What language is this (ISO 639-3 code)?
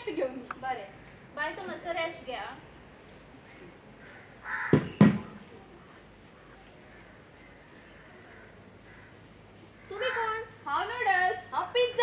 kok